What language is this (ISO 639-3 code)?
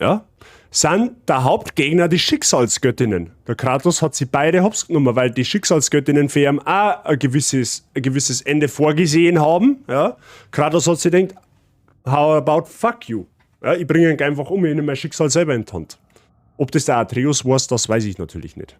bar